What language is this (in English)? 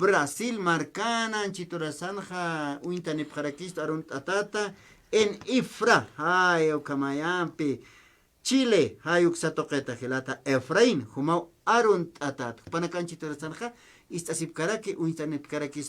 Aymara